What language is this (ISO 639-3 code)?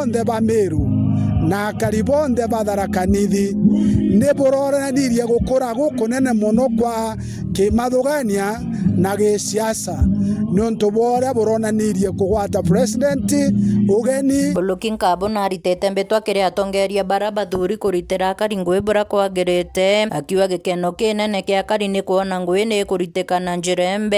mer